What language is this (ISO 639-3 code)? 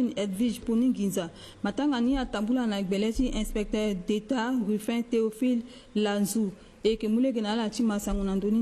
sag